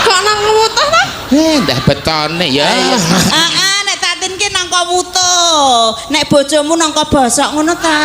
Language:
Javanese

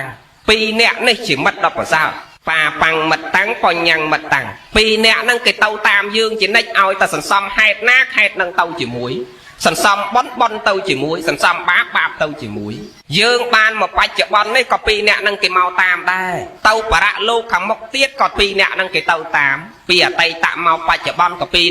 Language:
Khmer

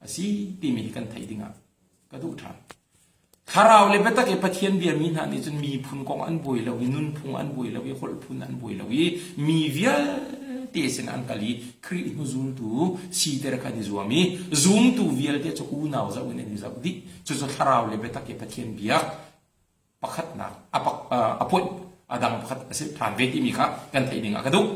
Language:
Hakha Chin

